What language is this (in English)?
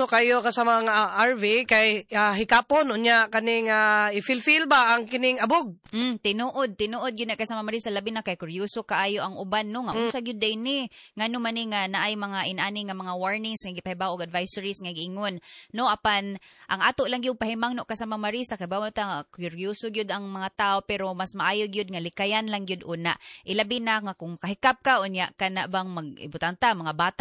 Cebuano